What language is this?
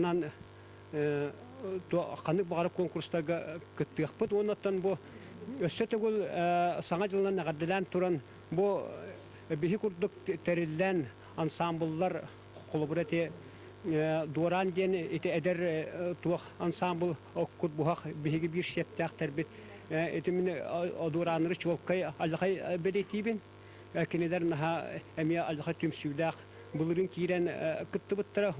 Yakut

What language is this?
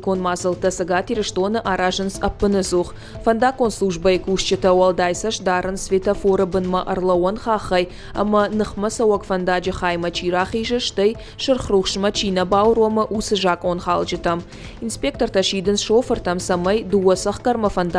Ossetic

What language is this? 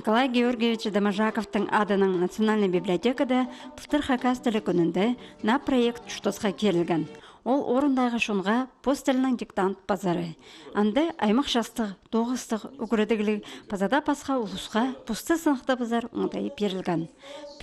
Khakas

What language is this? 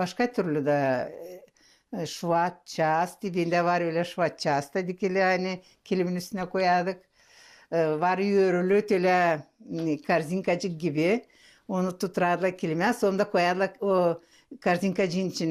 Gagauz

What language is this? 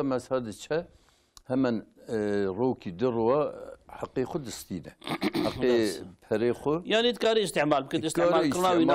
Kurdish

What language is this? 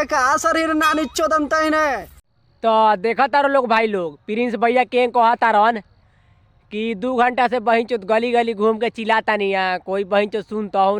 Bhojpuri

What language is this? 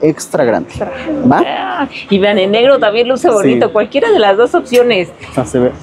Spanish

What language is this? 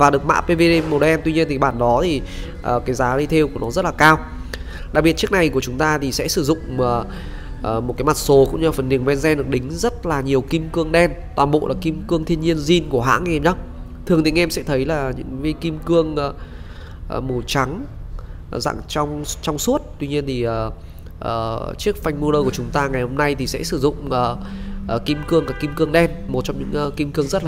Vietnamese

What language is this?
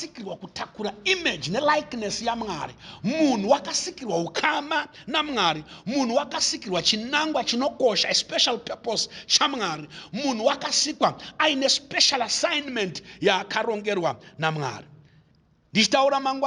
Shona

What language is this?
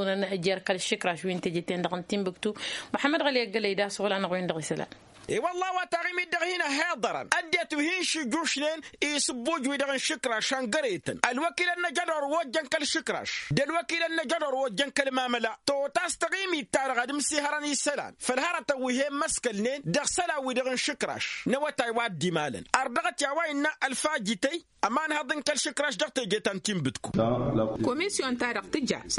Tamasheq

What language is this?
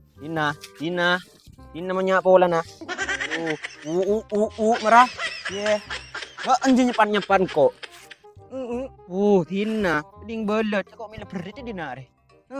Madurese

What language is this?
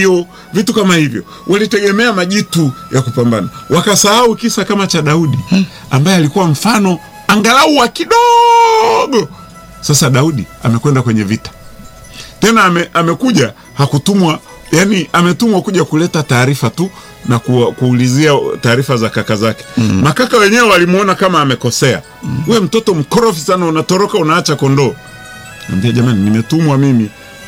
Swahili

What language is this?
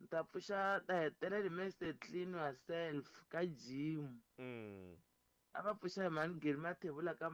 Tsonga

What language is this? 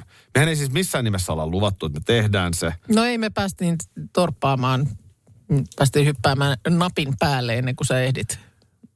Finnish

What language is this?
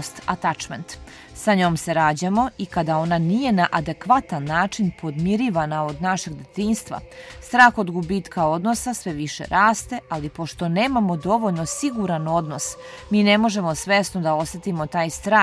Serbian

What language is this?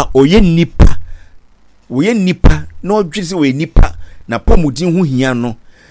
Akan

